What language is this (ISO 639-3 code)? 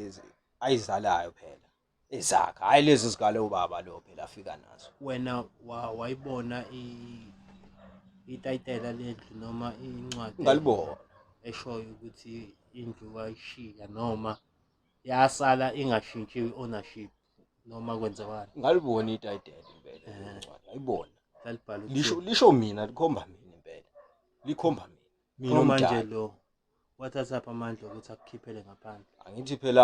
zul